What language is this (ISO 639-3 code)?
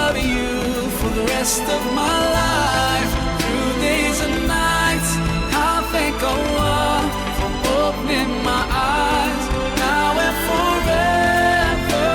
kaa